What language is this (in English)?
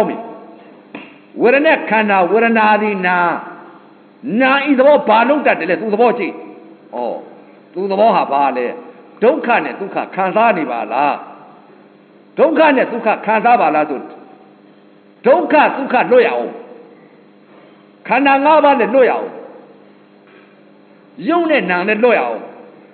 Burmese